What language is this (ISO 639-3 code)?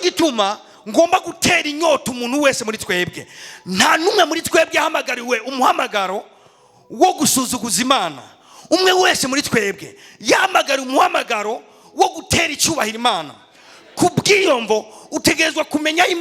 run